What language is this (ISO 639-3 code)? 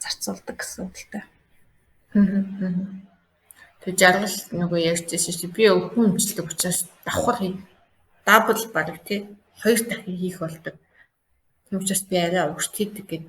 mon